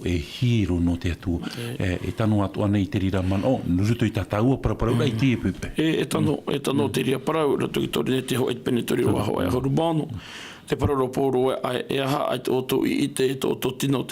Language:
Tahitian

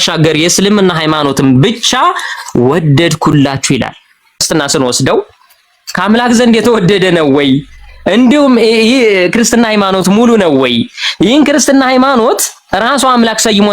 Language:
Amharic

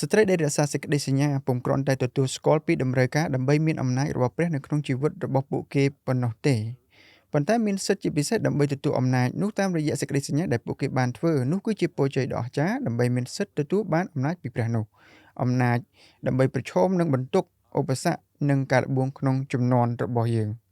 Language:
Khmer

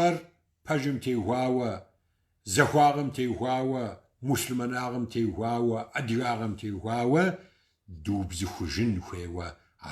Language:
Kabardian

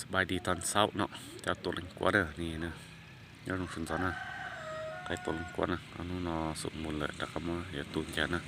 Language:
Hmong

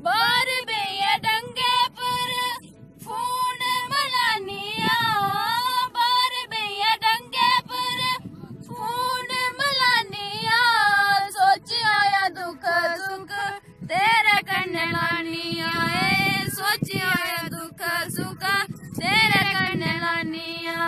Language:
Dogri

